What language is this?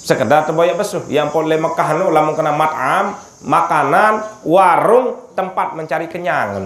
Sasak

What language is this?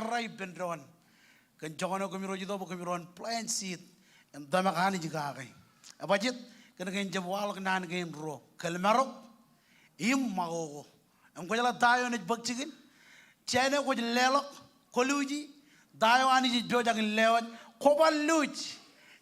Marshallese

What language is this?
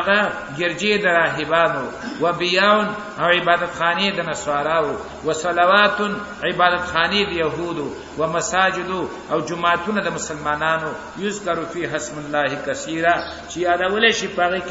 Pashto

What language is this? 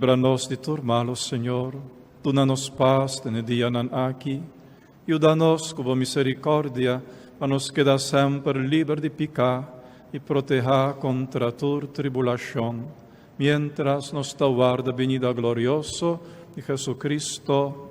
Papiamento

